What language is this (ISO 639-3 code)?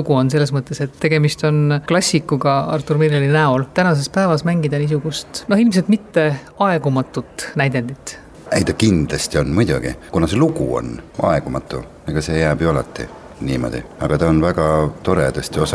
est